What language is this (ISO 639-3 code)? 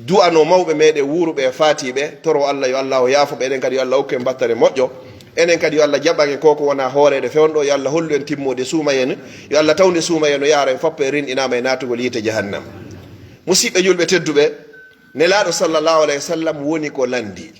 ful